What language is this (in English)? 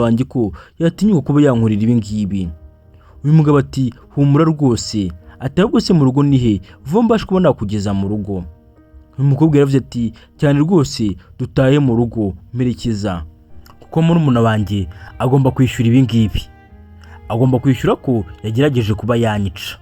Kinyarwanda